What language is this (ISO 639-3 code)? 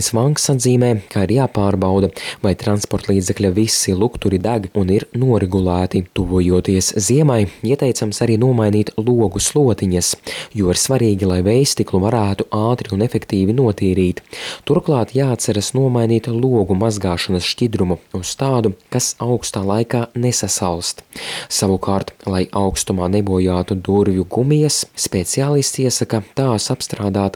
lav